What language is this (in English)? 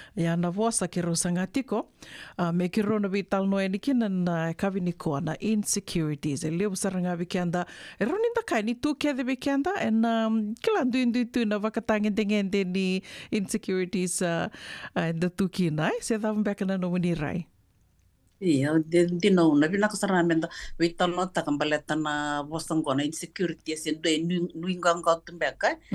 Fijian